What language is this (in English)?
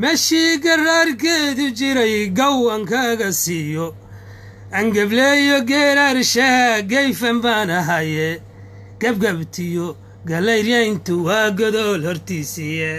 Somali